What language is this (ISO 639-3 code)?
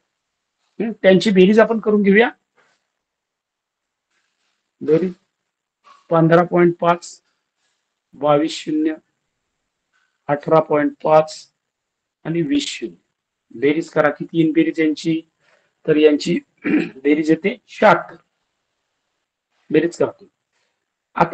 mar